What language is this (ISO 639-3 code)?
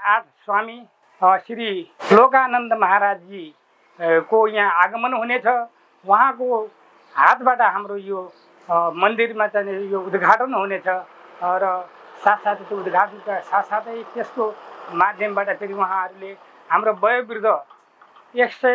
nep